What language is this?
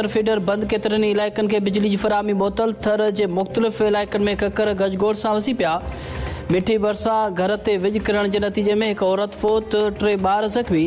Sindhi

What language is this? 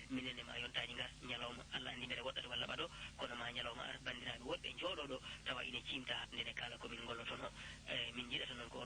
Fula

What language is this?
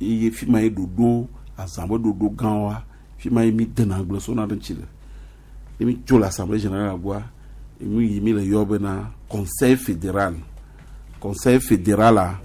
Gen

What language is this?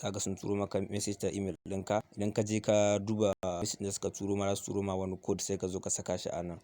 Hausa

